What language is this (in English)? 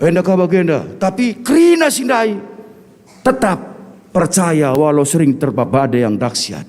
Batak Karo